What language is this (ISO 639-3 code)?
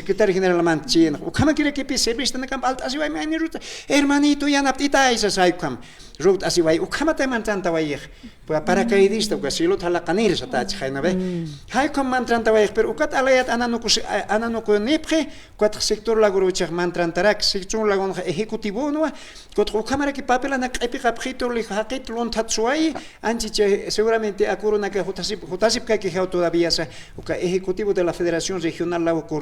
aym